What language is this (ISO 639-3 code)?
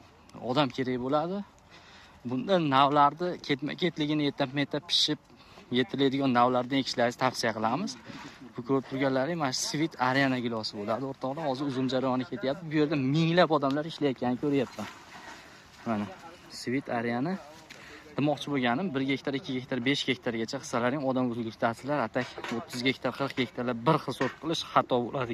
uzb